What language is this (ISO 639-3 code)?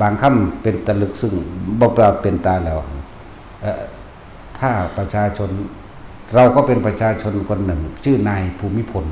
tts